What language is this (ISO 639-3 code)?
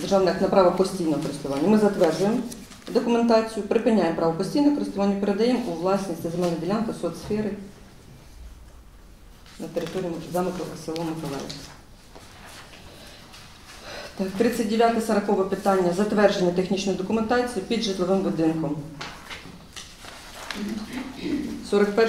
ukr